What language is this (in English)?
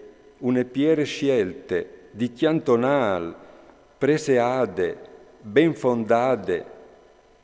Friulian